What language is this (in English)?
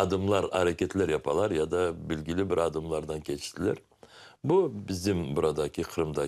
Crimean Tatar